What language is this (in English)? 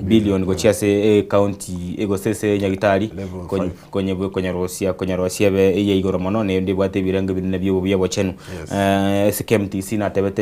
Gusii